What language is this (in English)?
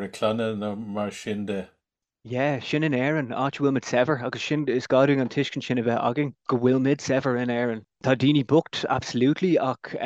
Irish